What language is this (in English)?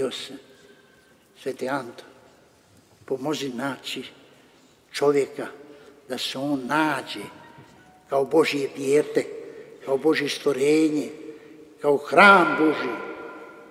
Croatian